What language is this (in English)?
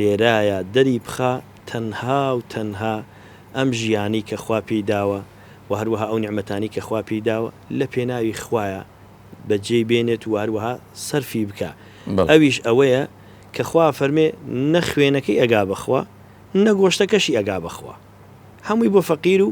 Central Kurdish